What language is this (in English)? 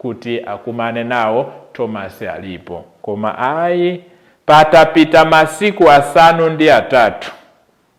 Nyanja